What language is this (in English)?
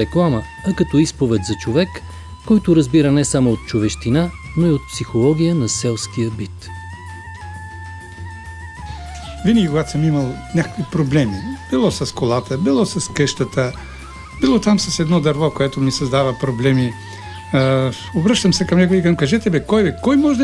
Bulgarian